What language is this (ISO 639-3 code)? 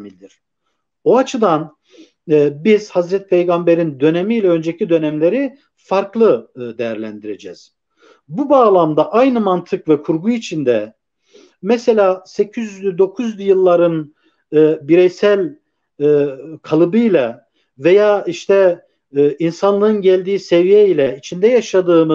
tur